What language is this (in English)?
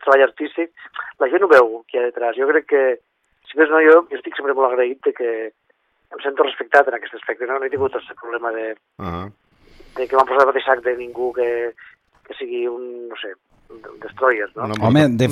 Catalan